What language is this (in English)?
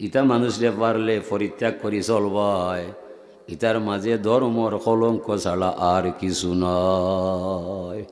Sylheti